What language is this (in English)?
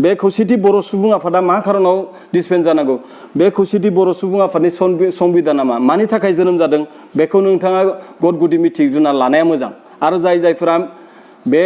Bodo